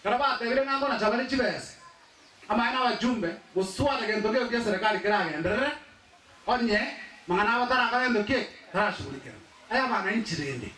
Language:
Gusii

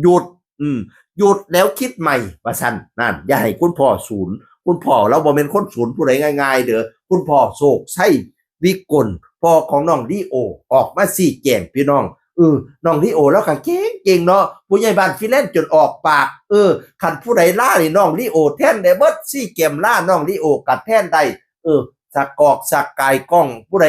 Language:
Northeastern Thai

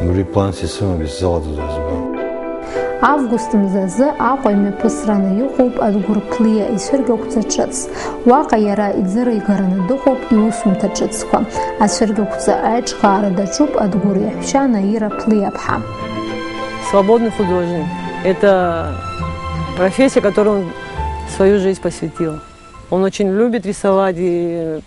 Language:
Abkhazian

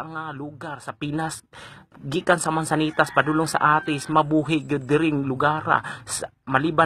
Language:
Cebuano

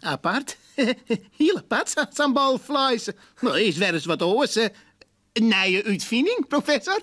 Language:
Western Frisian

